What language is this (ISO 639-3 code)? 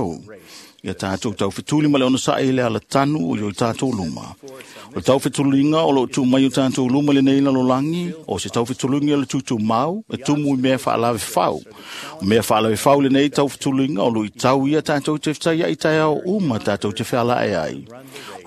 smo